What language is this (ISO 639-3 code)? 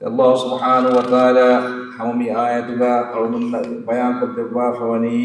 div